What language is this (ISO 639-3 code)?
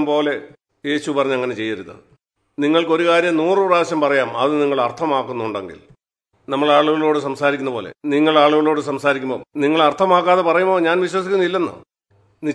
mal